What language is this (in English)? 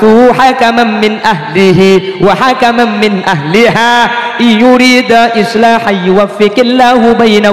Madurese